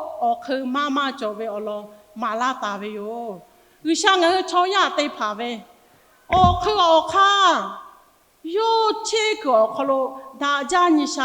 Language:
Lahu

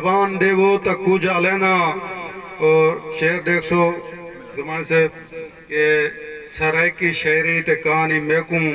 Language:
Saraiki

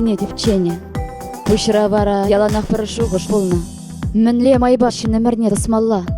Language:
Chuvash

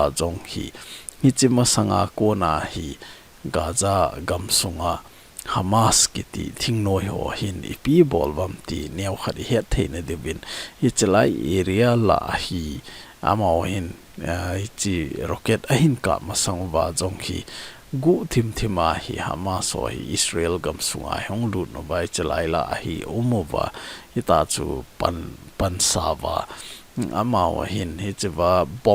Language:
Thado Chin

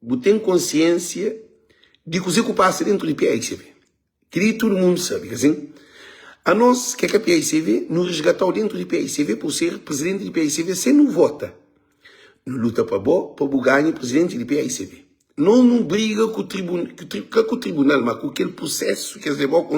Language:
Kabuverdianu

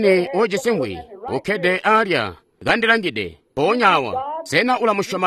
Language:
Tonga (Zambia)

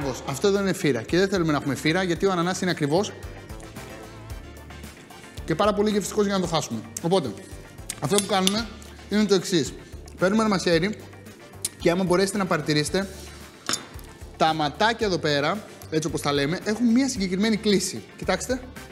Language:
Greek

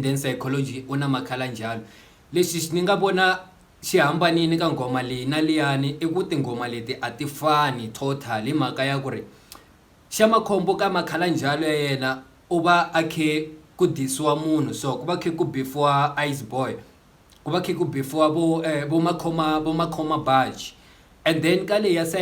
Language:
Tsonga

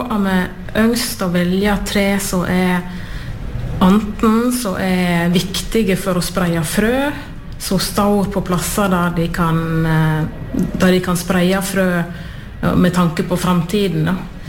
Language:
Norwegian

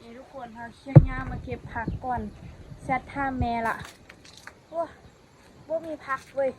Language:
Lao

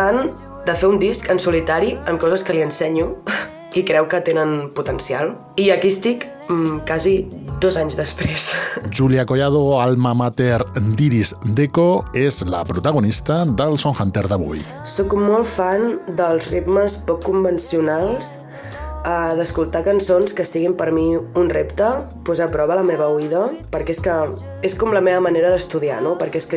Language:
Catalan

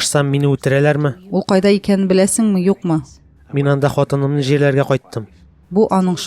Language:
Tatar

